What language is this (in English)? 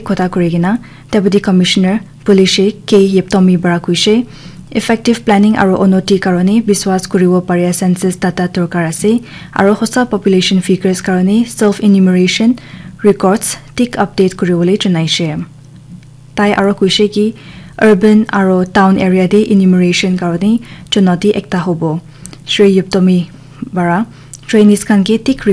Naga Pidgin